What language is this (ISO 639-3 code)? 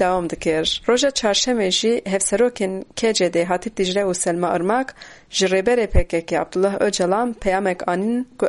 kur